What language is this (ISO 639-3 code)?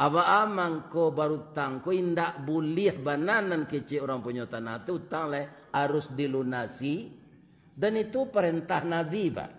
min